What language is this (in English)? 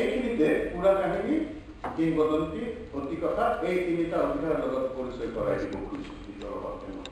Assamese